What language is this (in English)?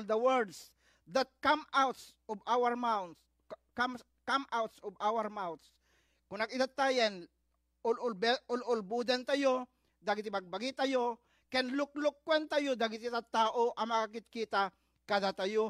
Iloko